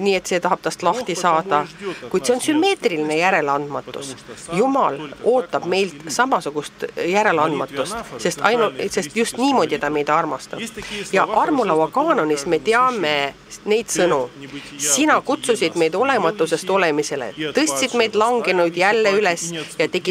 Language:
Estonian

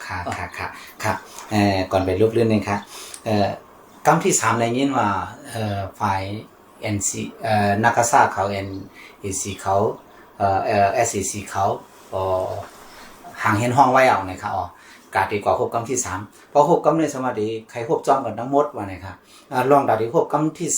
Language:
Shan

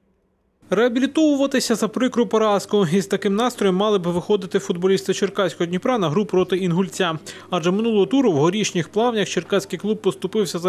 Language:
Ukrainian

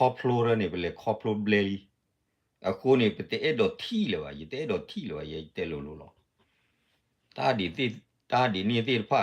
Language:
S'gaw Karen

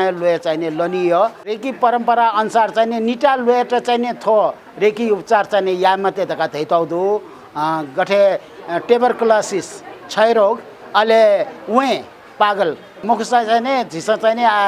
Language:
Newari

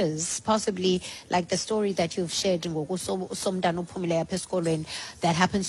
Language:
Xhosa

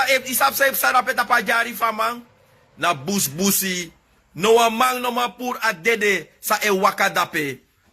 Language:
Sranan Tongo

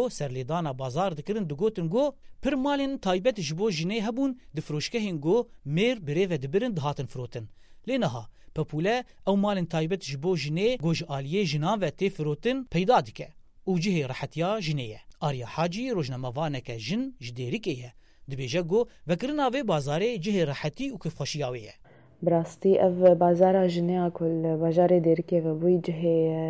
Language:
Kurdish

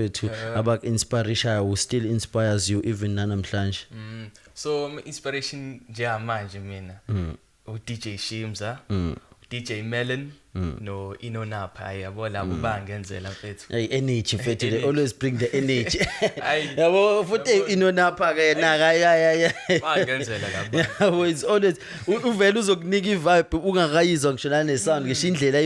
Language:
Zulu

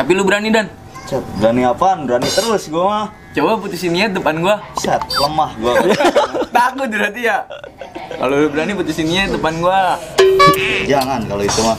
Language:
Betawi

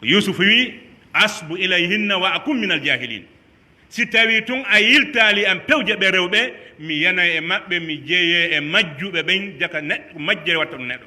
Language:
Pular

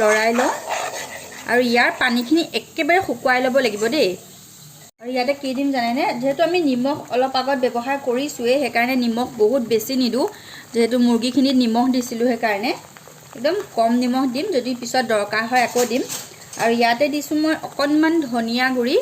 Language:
Assamese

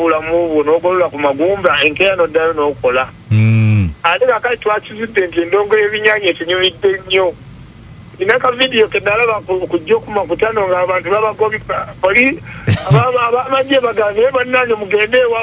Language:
Ganda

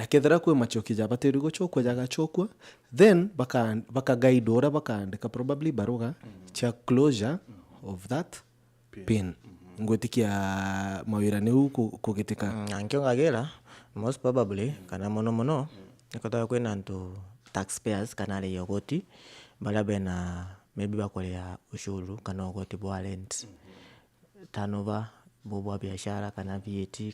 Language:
Meru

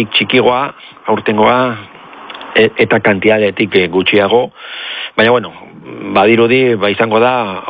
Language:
Basque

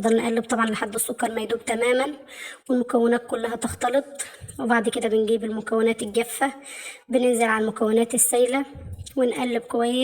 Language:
Egyptian Arabic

